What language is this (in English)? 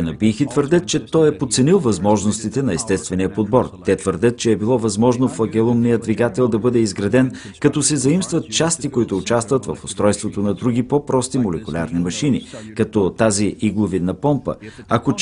Bulgarian